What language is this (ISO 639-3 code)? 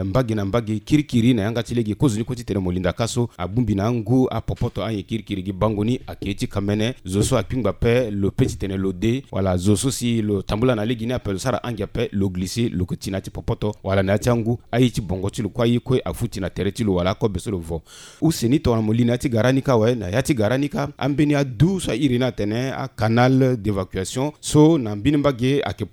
sag